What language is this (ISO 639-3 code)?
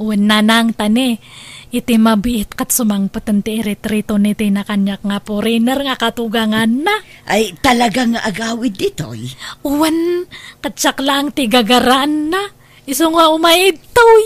ilo